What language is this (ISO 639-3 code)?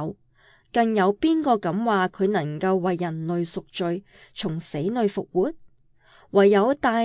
yue